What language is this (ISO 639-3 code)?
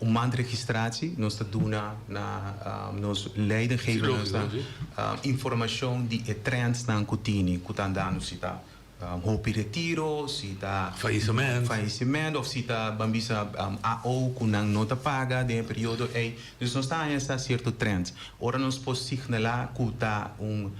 pap